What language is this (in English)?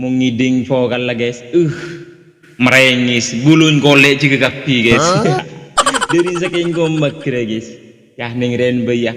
Madurese